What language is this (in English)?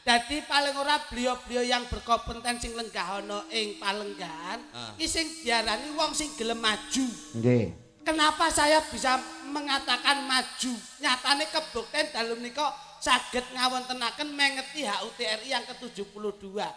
Javanese